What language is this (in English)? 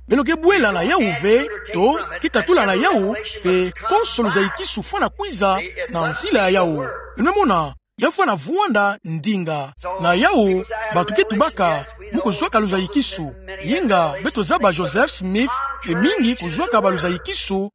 Kituba (Democratic Republic of Congo)